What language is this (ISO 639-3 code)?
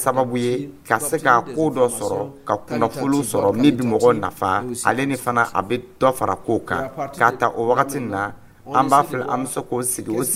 dyu